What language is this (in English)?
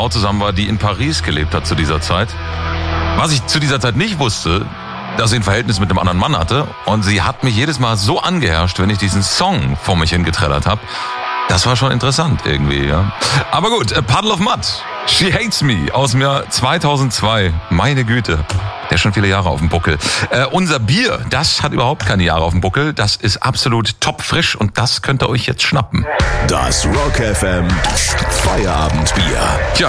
German